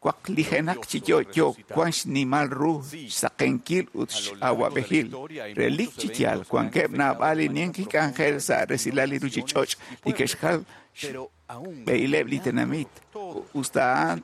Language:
Kekchí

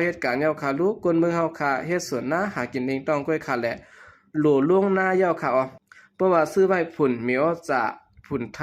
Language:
Shan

